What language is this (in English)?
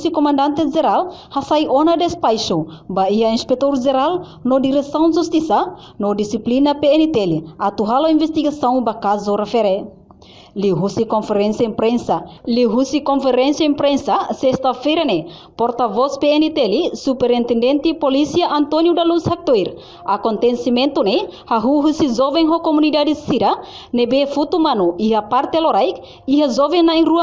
Tetum